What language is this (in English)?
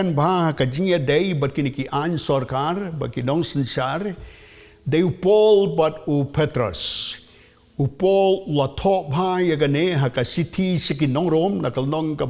Khasi